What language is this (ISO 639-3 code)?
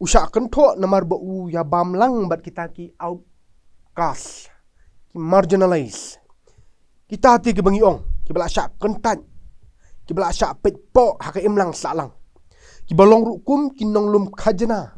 kha